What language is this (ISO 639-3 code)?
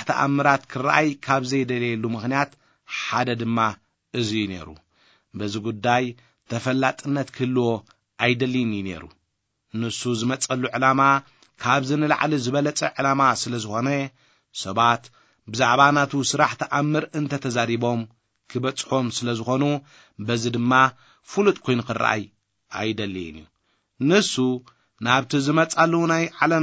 tir